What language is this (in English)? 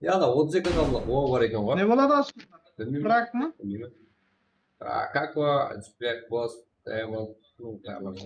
Kara-Kalpak